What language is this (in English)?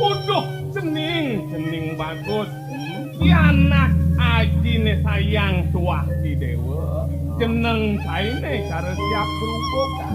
Balinese